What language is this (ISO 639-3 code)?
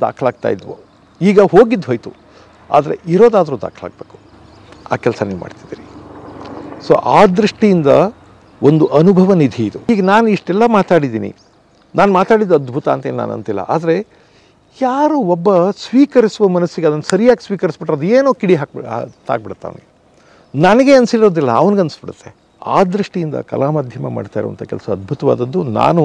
kan